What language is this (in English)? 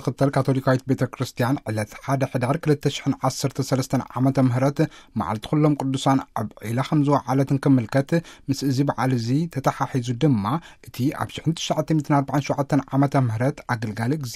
Tigrinya